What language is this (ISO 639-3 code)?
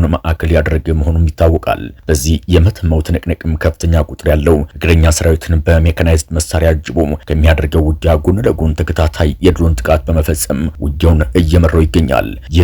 amh